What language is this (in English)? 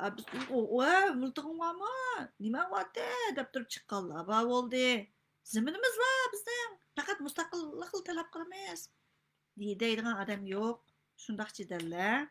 Uyghur